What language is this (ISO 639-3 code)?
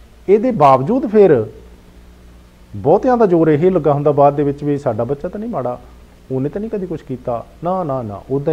pan